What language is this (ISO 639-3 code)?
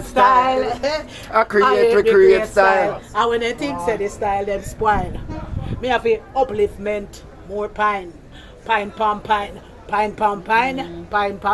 jam